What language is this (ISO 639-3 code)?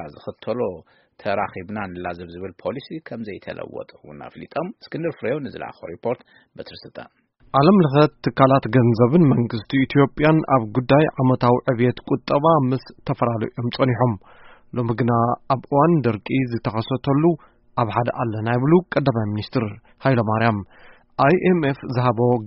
tir